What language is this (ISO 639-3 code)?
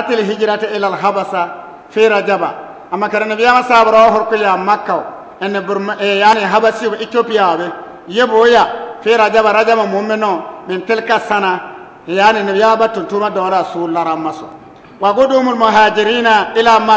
bib